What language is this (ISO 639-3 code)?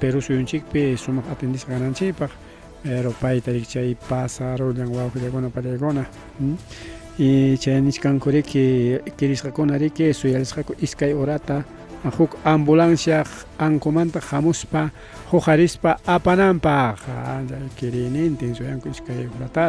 quy